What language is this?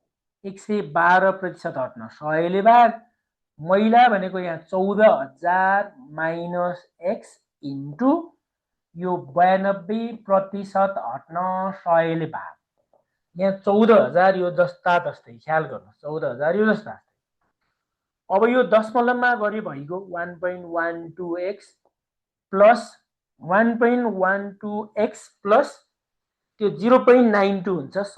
Nepali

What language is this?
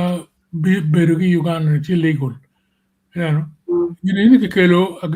Acoli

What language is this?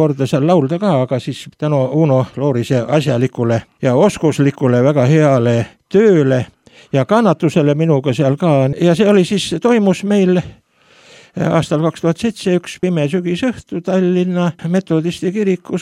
Estonian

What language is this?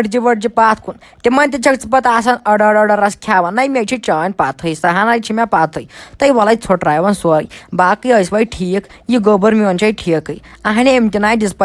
Kashmiri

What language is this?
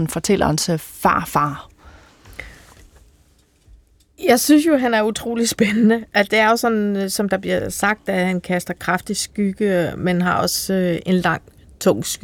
Danish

